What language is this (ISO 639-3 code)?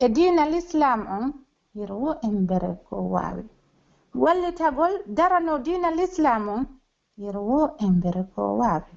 fuf